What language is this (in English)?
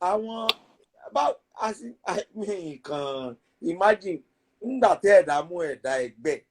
Yoruba